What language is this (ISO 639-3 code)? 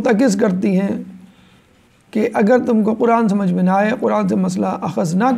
urd